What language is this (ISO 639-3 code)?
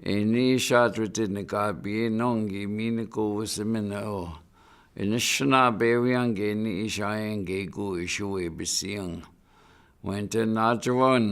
ciw